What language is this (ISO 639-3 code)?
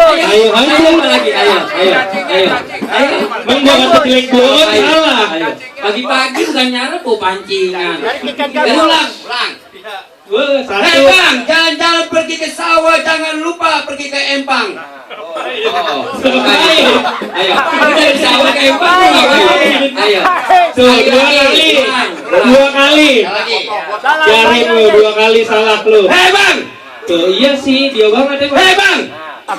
bew